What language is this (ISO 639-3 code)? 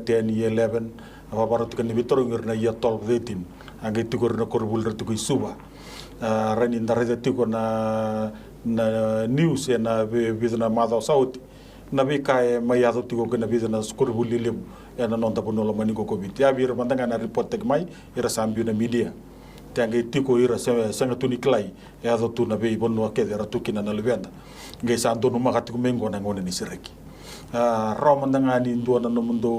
fij